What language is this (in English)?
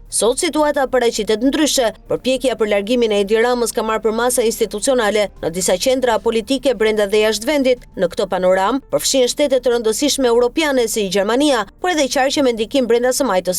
Albanian